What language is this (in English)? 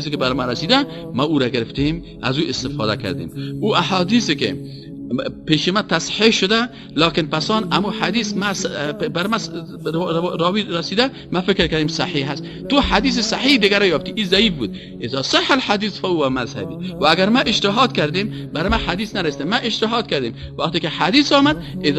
Persian